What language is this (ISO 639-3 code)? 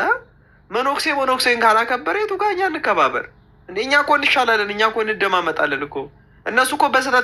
amh